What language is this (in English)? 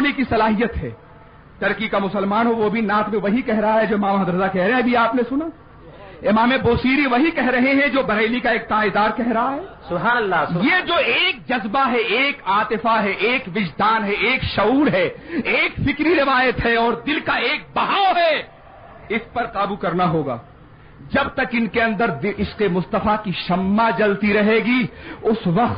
Urdu